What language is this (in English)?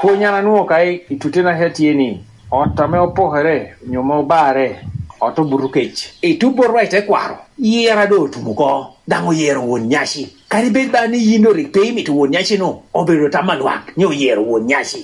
Lango (Uganda)